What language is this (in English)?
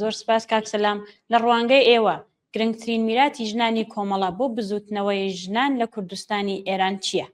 Central Kurdish